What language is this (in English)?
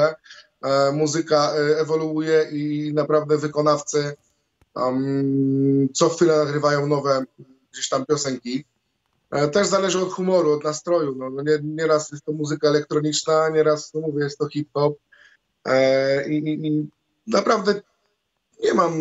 Polish